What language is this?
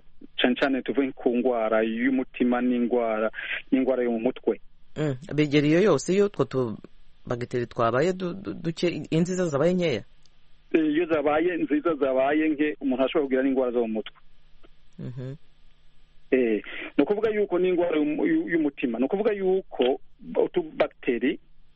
Kinyarwanda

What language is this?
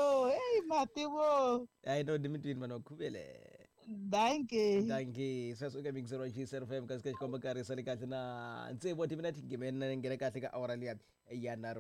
Tsonga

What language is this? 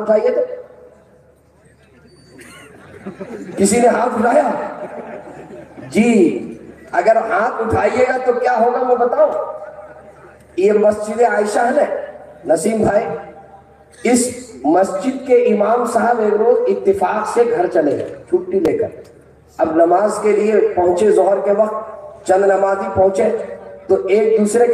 Urdu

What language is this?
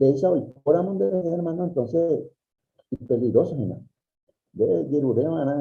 Guarani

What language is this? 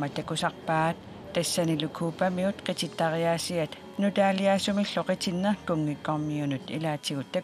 Kalaallisut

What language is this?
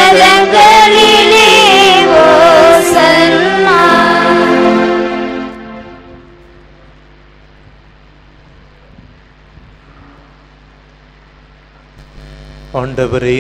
Tamil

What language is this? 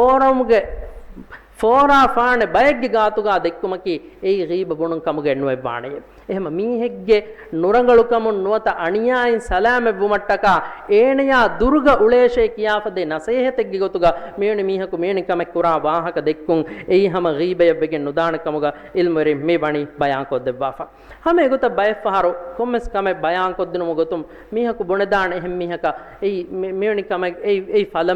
Divehi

